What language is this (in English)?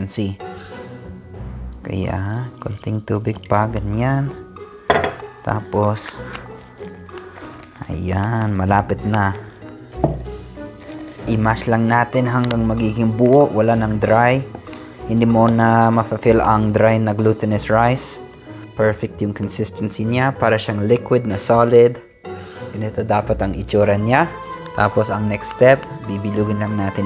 Filipino